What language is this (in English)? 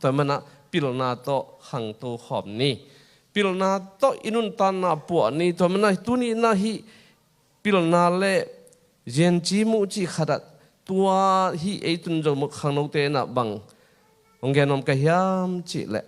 Tedim Chin